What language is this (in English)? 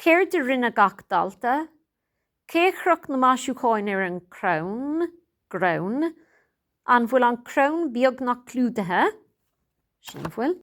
Irish